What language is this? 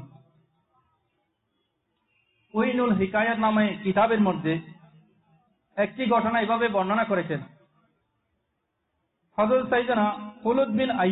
Bangla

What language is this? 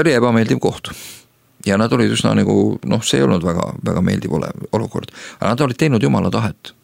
Estonian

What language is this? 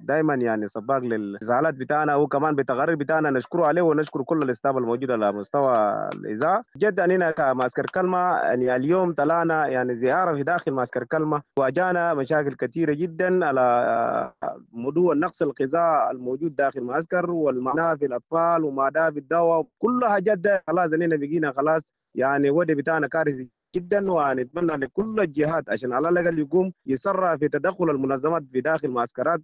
Sudanese Arabic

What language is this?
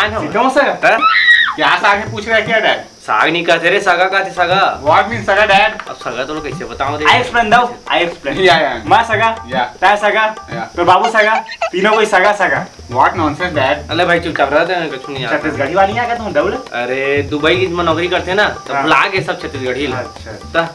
Chhattisgarhi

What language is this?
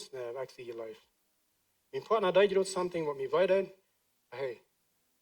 Plautdietsch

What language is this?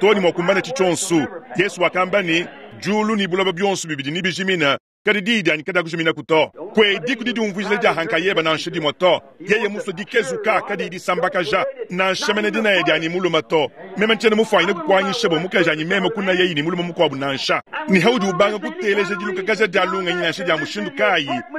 Luba-Lulua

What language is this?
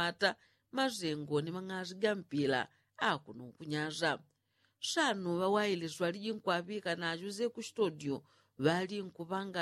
Yao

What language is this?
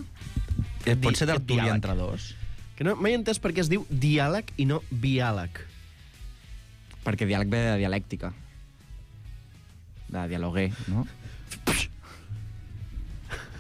Catalan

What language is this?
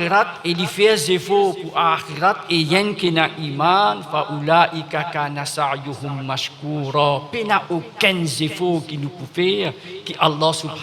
Morisyen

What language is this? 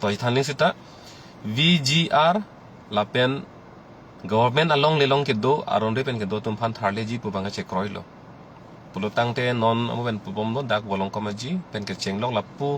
Karbi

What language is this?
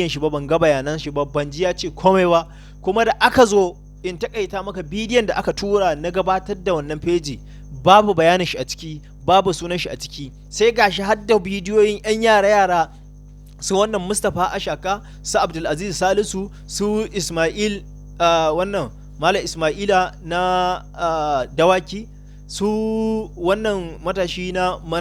Hausa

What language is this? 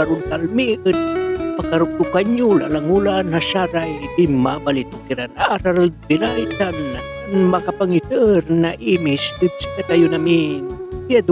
Pangasinan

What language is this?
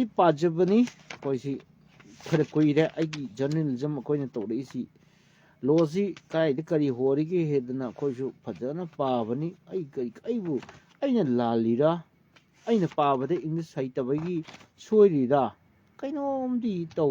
Manipuri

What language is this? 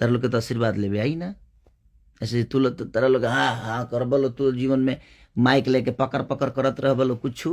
Bhojpuri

